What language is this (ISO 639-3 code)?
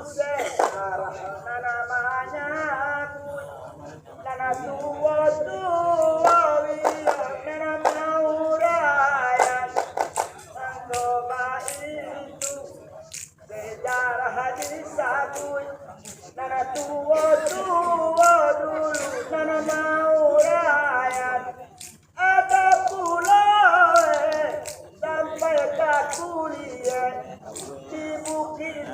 min